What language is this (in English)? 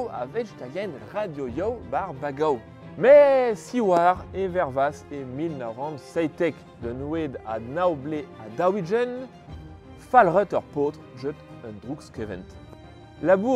Breton